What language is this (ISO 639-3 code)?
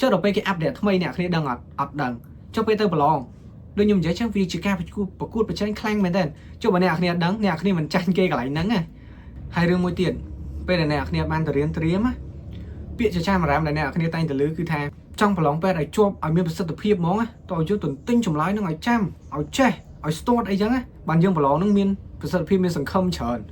khm